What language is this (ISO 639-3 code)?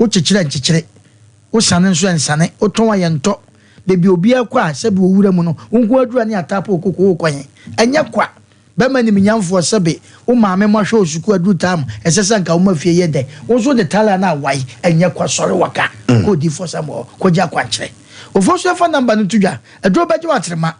aka